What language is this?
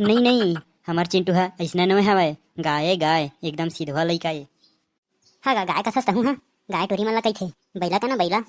Chhattisgarhi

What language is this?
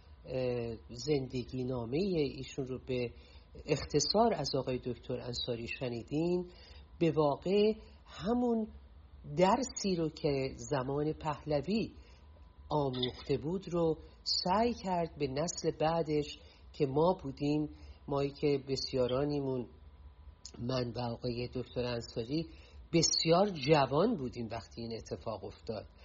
Persian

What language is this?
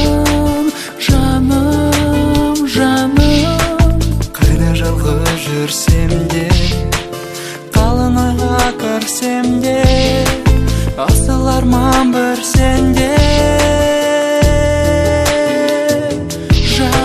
Kazakh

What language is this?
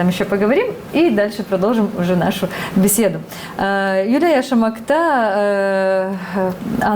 Gagauz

